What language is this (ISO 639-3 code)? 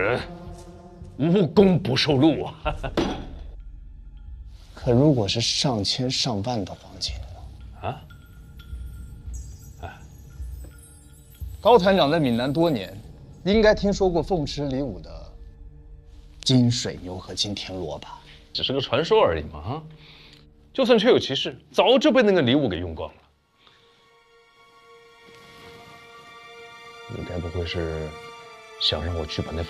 zho